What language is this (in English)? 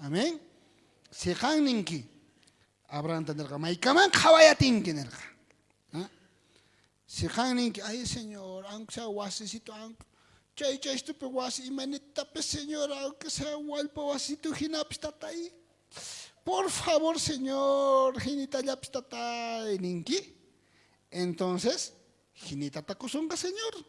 South Bolivian Quechua